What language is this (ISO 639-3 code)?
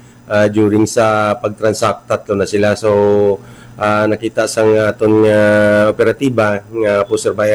hil